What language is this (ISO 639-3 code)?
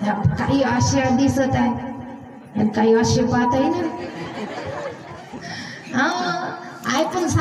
mar